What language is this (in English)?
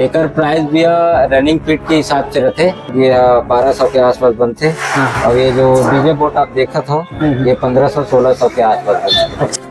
Chhattisgarhi